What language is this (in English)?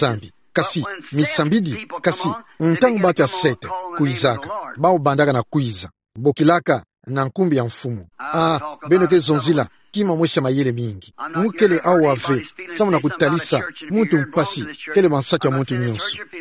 Kituba (Democratic Republic of Congo)